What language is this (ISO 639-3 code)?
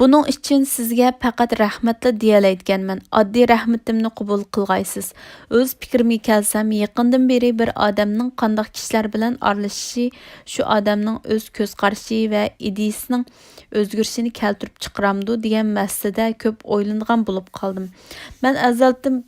uig